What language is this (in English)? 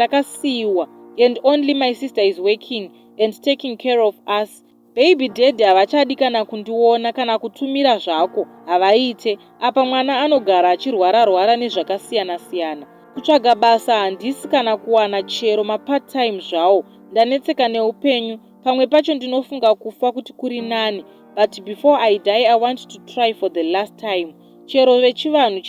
Shona